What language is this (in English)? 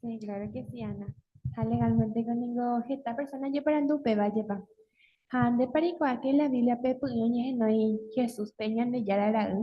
Guarani